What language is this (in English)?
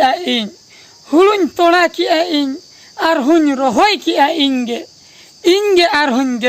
Santali